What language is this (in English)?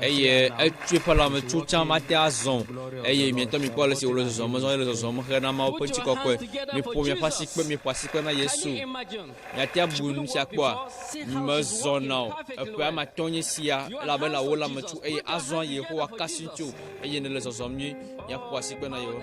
Ewe